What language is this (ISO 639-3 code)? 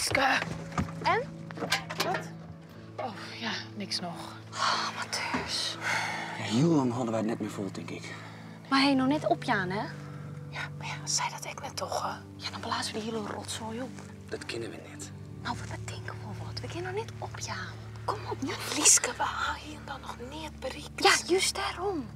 fry